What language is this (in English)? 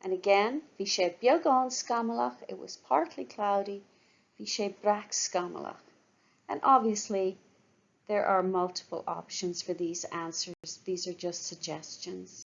Irish